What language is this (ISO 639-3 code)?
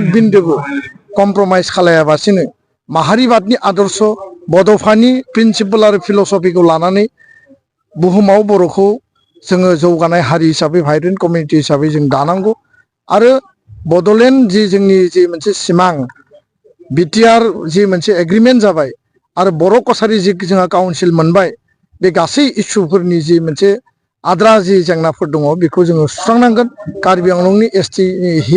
brx